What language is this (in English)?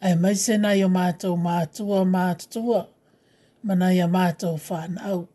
Samoan